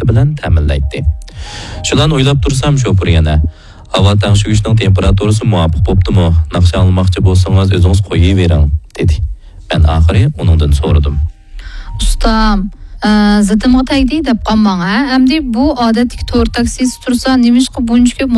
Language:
Uyghur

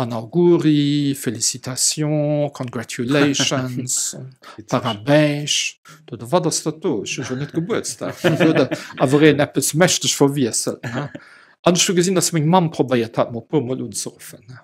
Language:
Luxembourgish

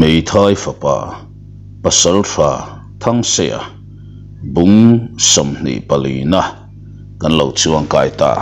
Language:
Mizo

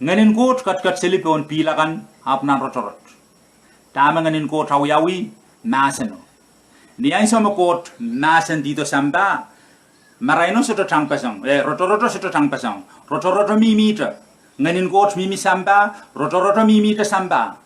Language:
Pohnpeian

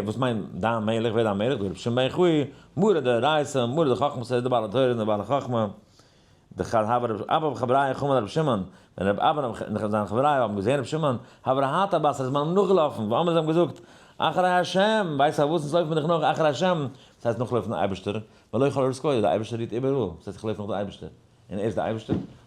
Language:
Yiddish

